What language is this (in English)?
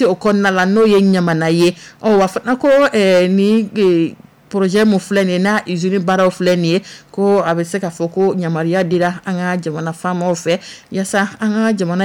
Dyula